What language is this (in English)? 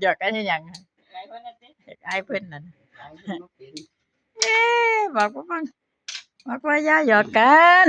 Lao